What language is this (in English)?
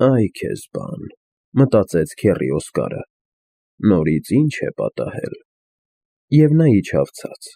Armenian